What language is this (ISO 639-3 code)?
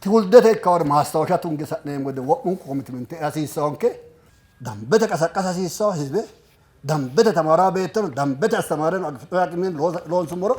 sid